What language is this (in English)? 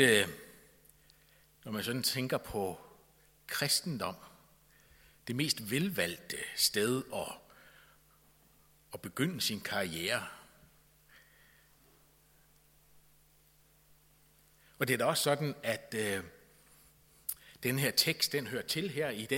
Danish